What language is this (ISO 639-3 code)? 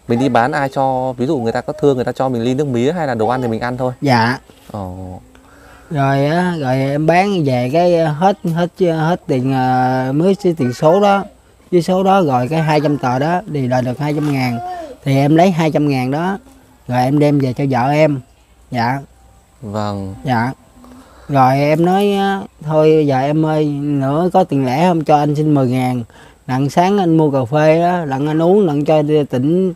vie